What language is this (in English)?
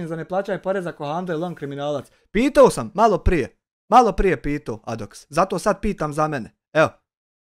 Bosnian